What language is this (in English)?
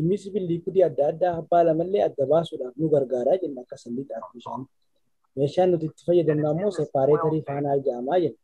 Oromo